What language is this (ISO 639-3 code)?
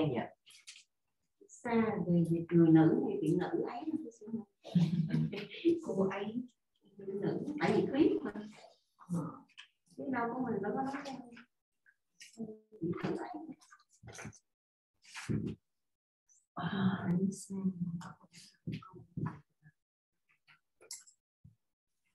vie